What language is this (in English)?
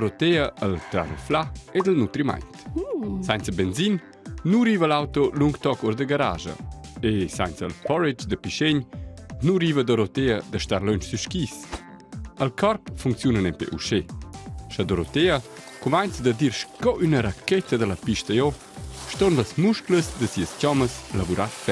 Romansh